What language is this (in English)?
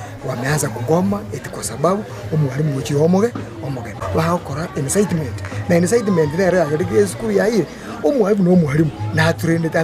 Gusii